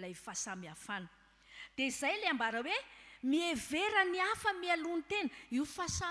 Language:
Malagasy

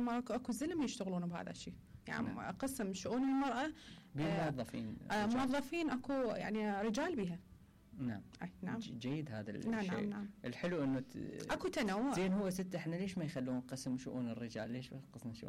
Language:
Mesopotamian Arabic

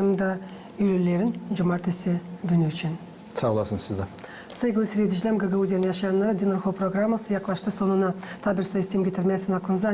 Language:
Gagauz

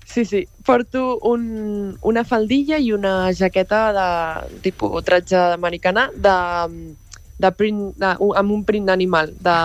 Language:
Catalan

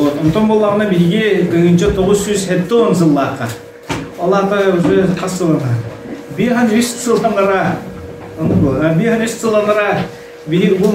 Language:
Yakut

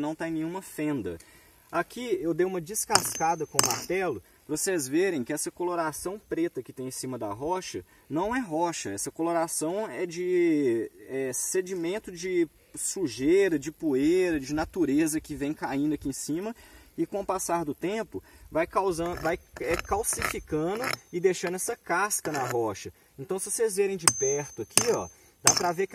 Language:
Portuguese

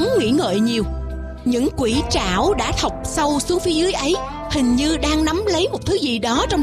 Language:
Vietnamese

